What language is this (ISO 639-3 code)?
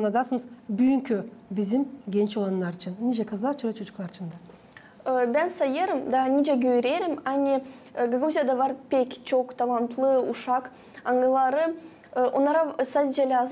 gag